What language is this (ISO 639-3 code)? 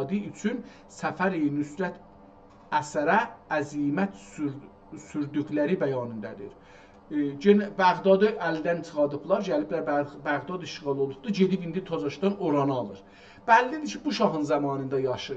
azb